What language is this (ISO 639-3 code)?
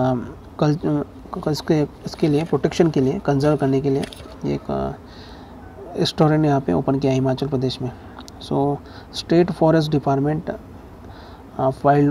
hin